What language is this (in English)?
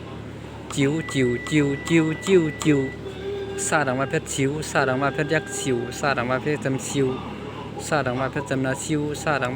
Shan